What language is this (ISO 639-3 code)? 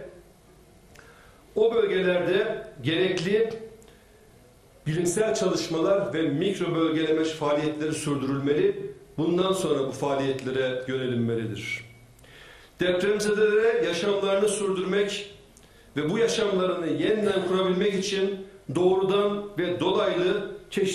tur